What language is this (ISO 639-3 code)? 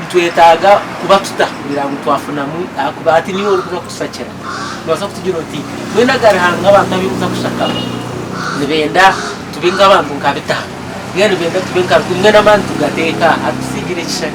nyn